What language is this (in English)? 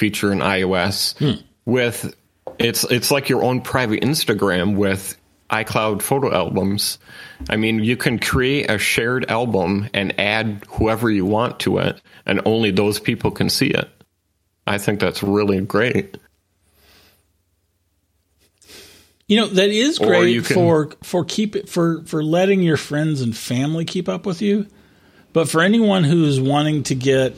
English